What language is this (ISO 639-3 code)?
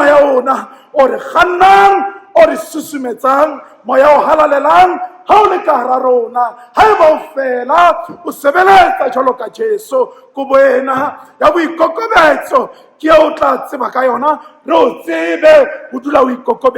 sot